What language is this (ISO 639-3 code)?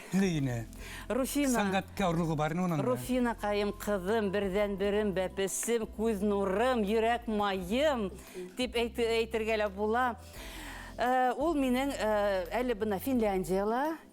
bak